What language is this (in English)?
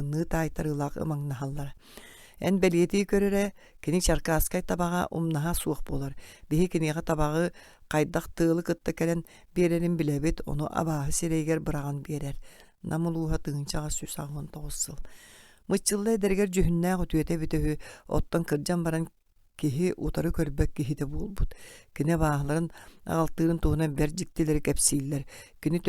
Yakut